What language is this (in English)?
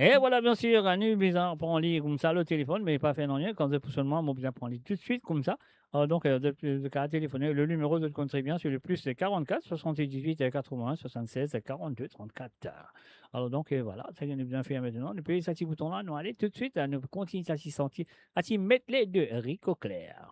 Morisyen